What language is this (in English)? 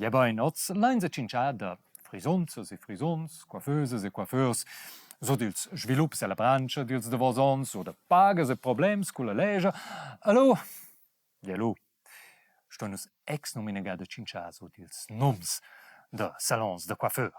Romansh